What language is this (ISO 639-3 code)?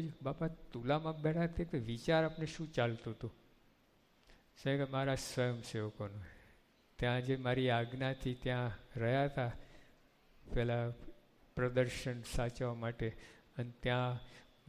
guj